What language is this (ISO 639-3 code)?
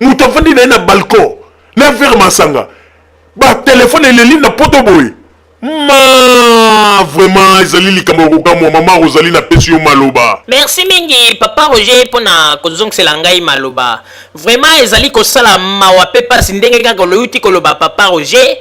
lin